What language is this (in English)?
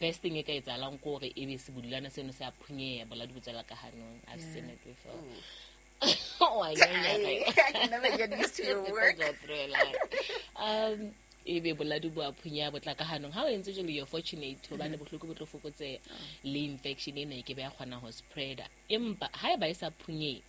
Southern Sotho